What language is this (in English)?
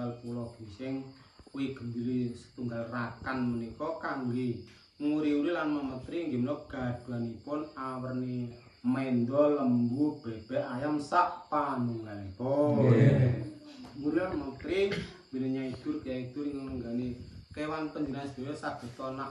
Javanese